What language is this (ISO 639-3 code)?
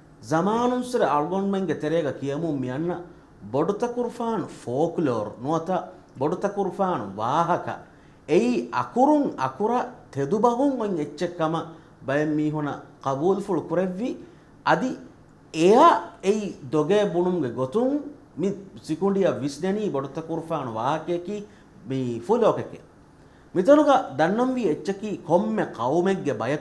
div